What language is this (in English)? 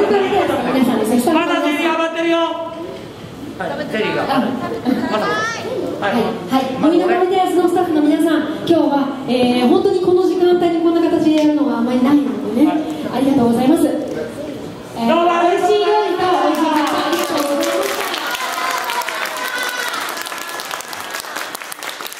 Japanese